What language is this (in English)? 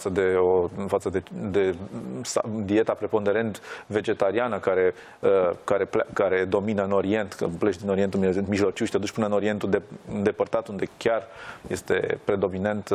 Romanian